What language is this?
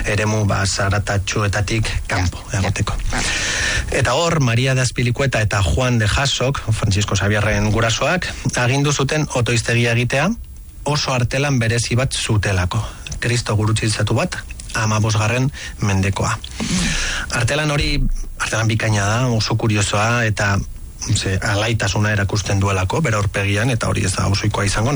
Basque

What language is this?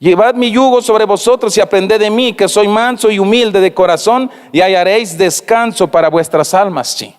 Tzeltal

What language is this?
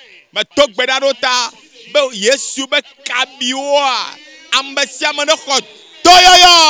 Ewe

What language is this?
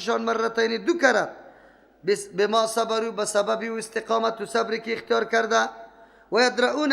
Persian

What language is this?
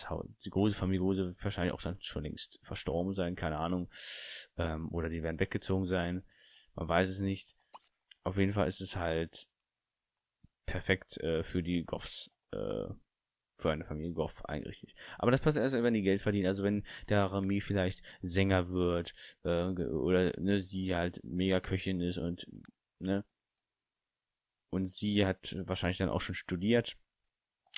German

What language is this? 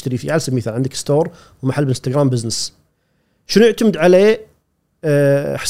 Gulf Arabic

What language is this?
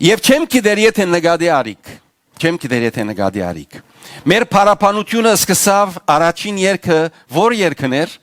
Western Armenian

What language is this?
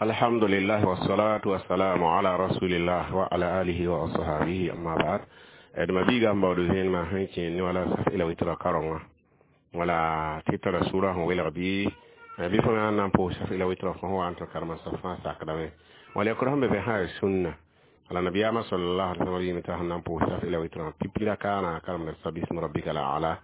Mossi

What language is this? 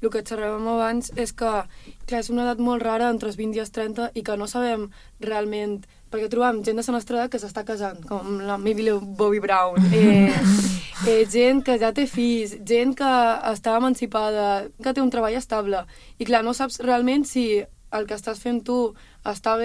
Catalan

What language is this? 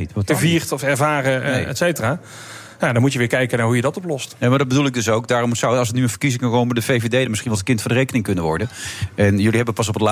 Dutch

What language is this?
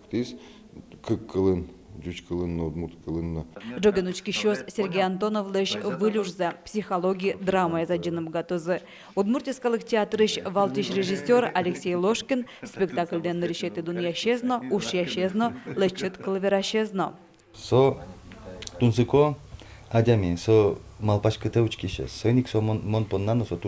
Udmurt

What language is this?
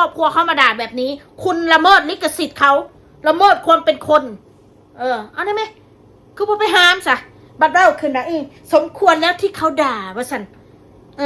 Northeastern Thai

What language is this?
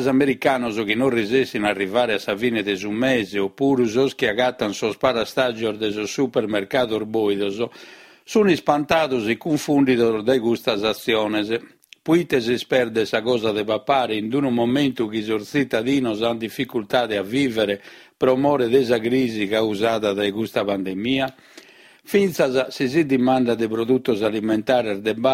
Sardinian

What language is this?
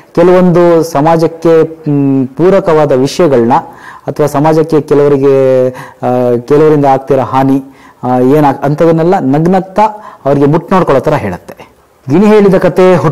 Kannada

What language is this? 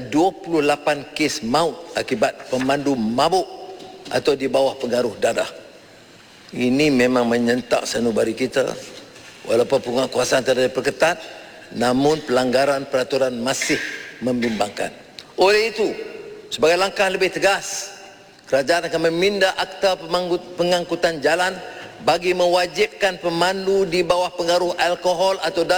Malay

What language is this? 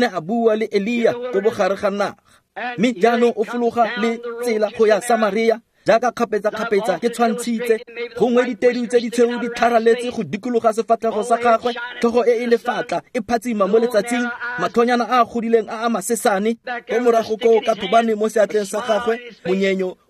Tswana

